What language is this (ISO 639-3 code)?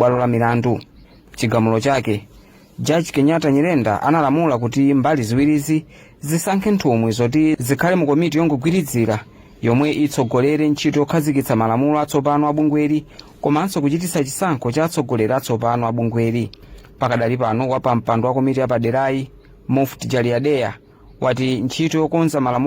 nya